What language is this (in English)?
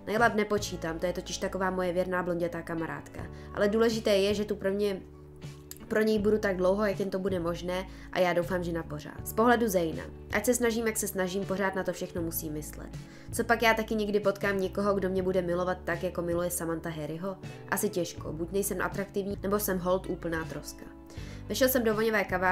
Czech